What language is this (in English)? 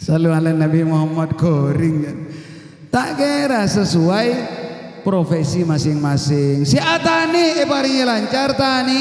Madurese